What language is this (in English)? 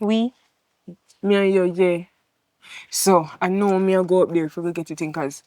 Jamaican Creole English